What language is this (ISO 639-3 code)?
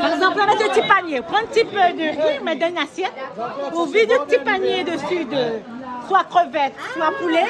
rcf